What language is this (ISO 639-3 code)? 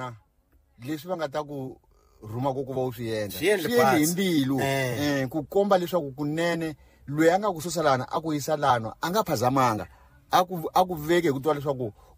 tso